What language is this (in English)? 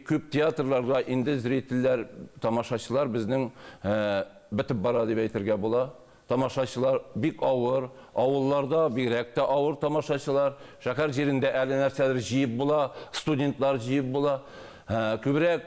Tatar